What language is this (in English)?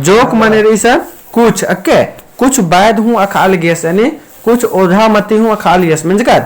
Kurukh